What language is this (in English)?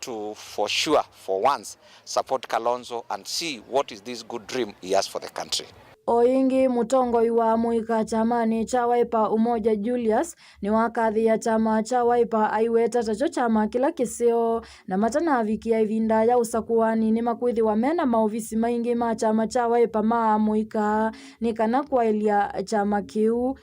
Kamba